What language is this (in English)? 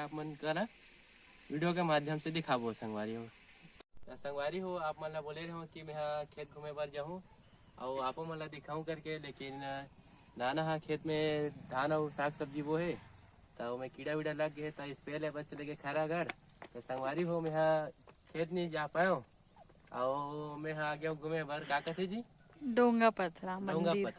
Chhattisgarhi